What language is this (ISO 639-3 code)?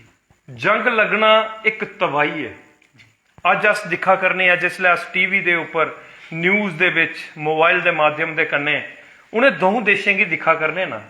doi